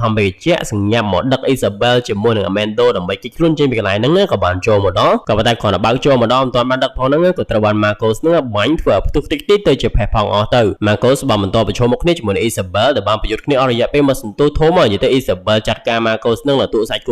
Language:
Khmer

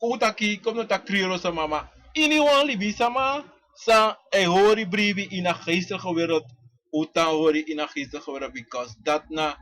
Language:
Sranan Tongo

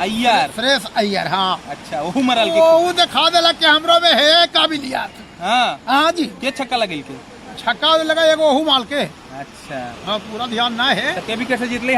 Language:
Magahi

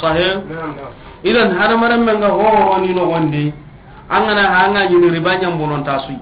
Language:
Soninke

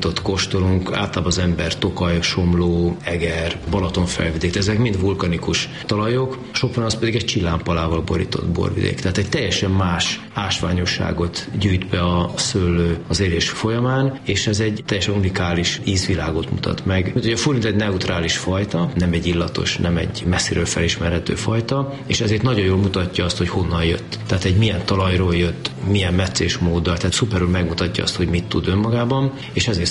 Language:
Hungarian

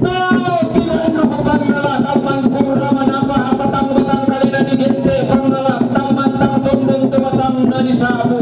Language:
Toraja-Sa'dan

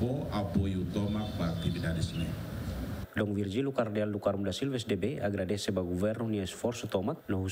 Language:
Tetum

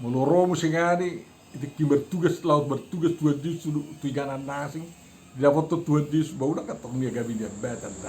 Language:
Batak Toba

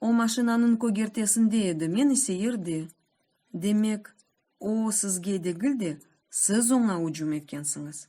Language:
Crimean Tatar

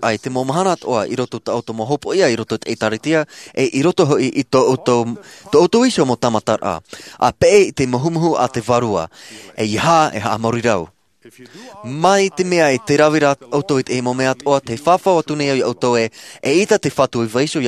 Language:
Tahitian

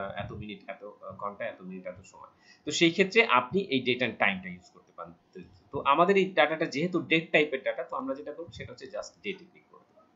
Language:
Bangla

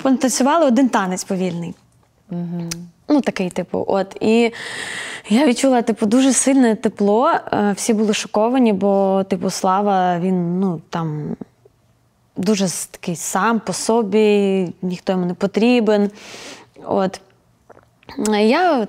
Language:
Ukrainian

